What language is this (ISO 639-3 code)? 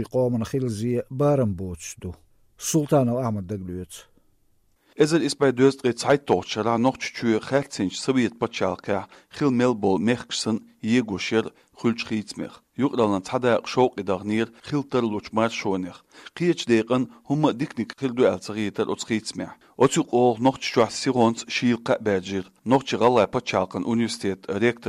che